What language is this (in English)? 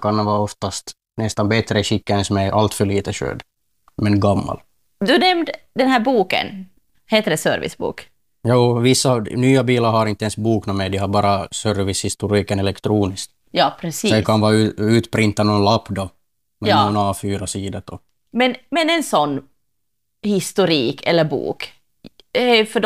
Swedish